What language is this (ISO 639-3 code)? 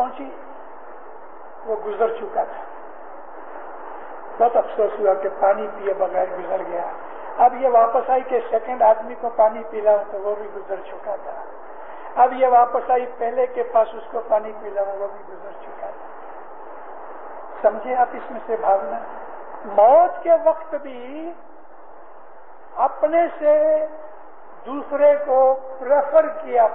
urd